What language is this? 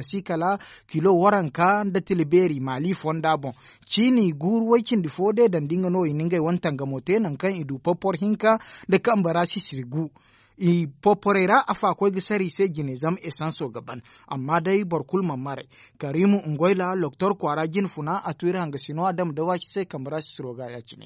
Zarma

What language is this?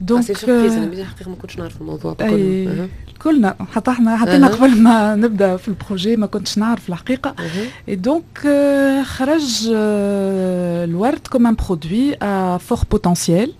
Tunisian Arabic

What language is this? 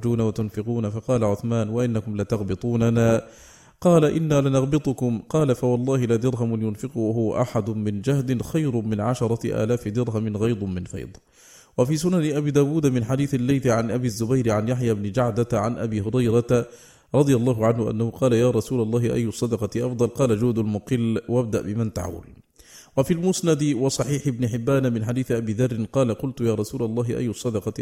Arabic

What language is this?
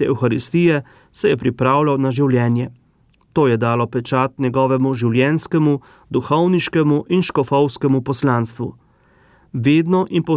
Slovenian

